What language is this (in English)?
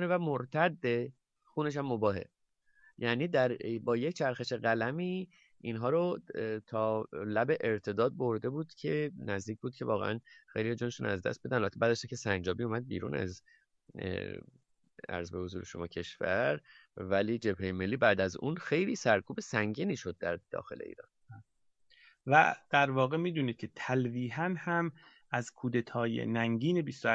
Persian